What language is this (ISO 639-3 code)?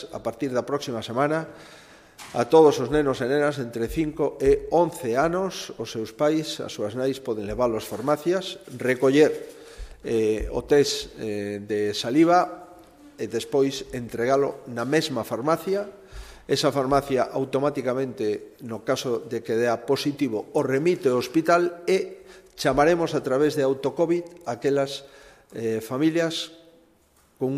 glg